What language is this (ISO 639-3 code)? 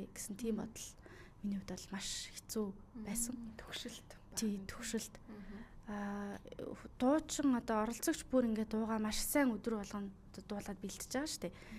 mon